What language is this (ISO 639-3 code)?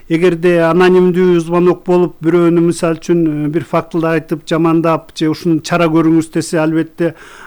kir